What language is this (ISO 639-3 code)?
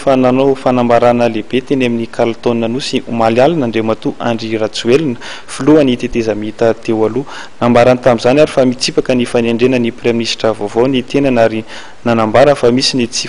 mlg